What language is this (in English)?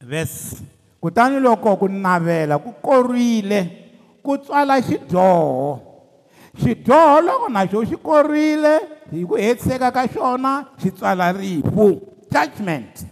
Tsonga